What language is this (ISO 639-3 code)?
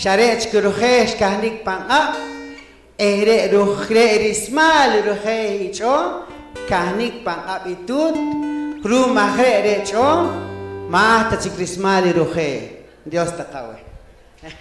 poh